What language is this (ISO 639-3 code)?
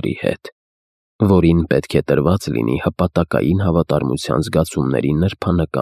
hye